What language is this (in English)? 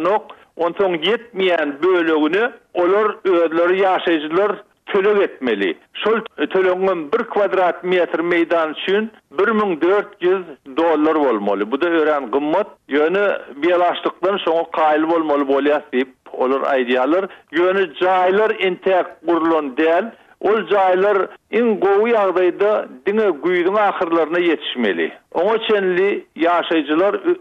Turkmen